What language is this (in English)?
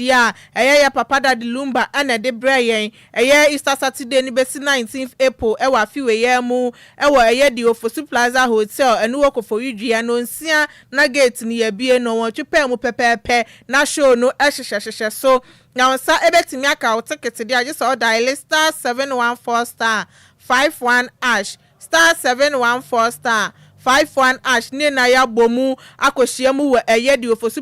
Akan